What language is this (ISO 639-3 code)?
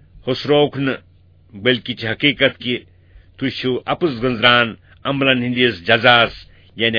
kas